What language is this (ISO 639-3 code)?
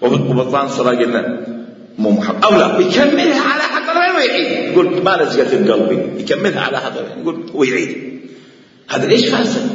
acm